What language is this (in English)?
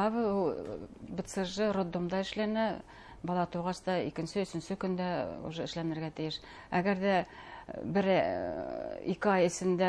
Bashkir